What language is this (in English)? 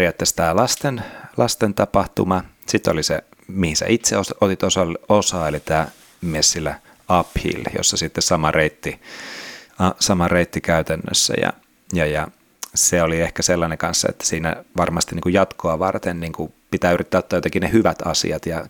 Finnish